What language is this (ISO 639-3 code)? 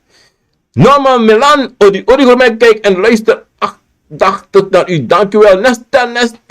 srn